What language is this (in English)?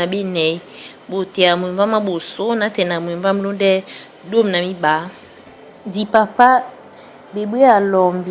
Duala